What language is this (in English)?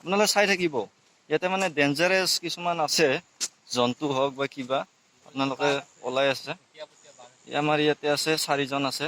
Assamese